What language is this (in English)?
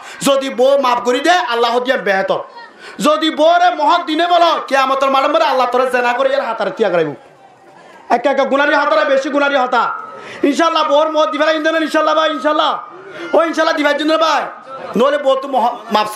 Rohingya